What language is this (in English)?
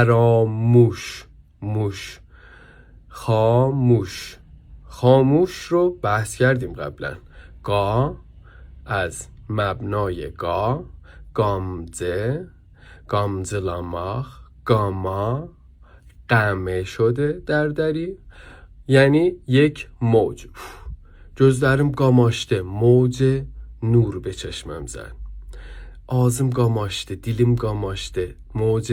South Azerbaijani